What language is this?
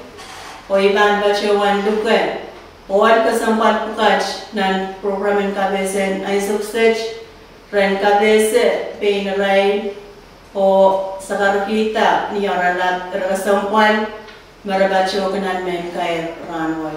Pohnpeian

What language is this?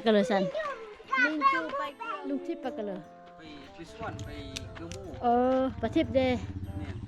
Lao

